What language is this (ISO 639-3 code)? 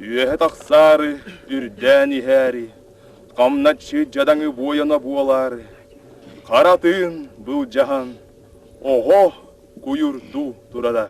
sah